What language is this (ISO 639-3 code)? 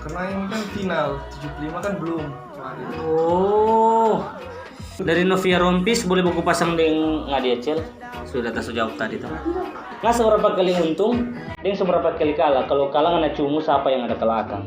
xmm